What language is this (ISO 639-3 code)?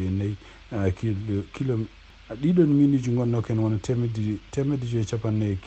ful